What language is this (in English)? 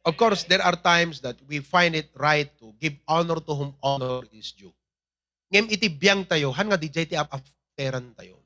Iloko